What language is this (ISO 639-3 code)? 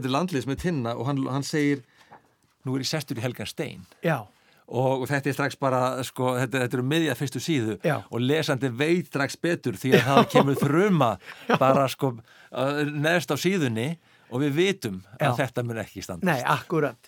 isl